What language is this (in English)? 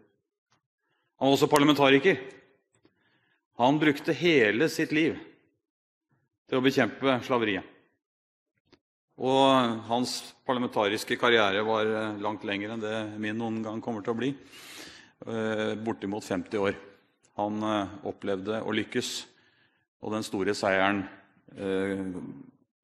Norwegian